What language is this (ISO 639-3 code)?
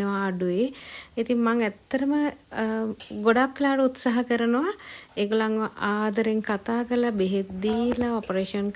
sin